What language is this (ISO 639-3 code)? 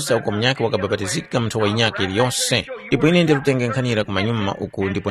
tum